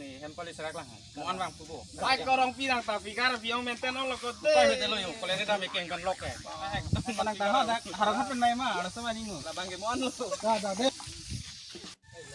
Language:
Karbi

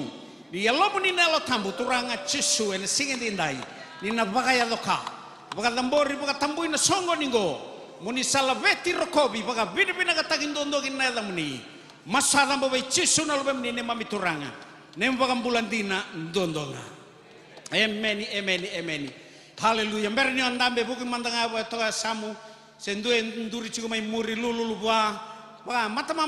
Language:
Fijian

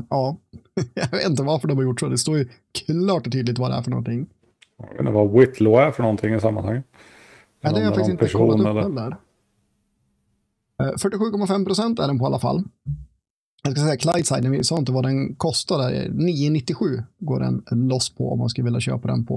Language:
Swedish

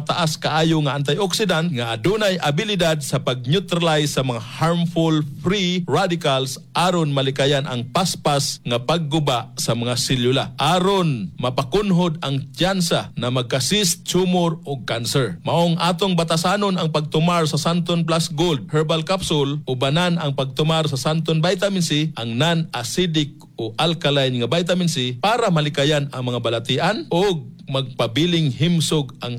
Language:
Cebuano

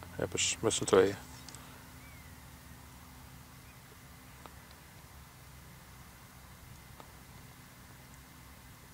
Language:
Dutch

